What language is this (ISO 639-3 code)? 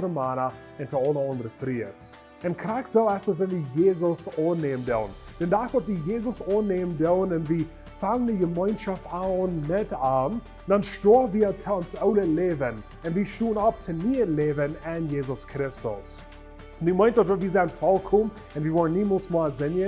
pdt